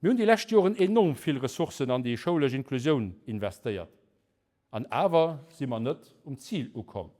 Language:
Luxembourgish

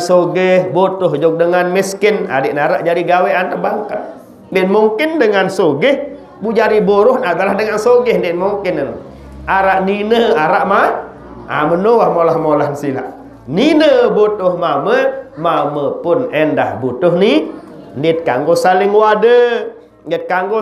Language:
Sasak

